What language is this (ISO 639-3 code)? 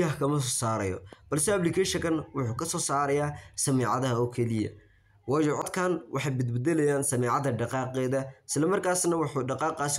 som